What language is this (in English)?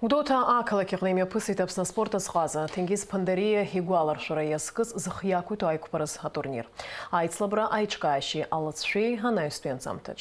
Abkhazian